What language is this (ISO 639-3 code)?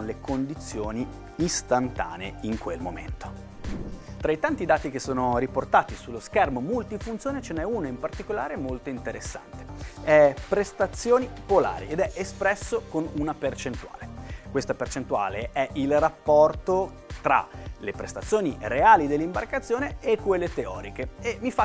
ita